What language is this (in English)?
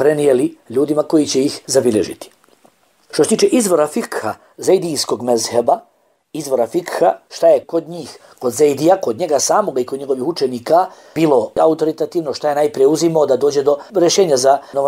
Bosnian